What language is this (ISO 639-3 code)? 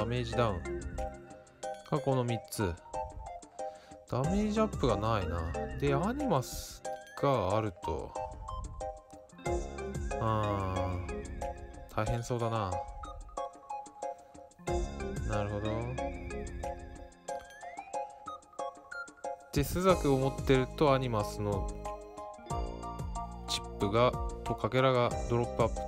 jpn